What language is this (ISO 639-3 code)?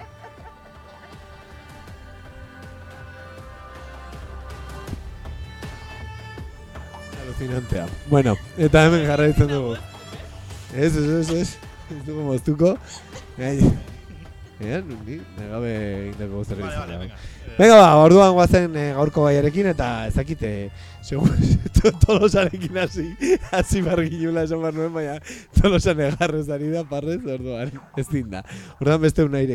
eus